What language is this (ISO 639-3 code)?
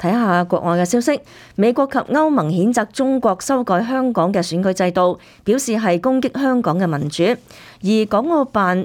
yue